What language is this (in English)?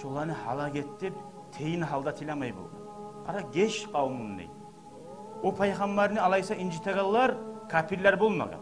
Kumyk